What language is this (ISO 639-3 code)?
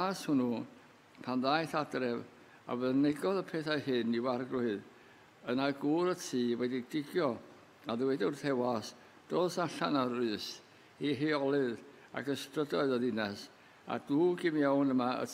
cym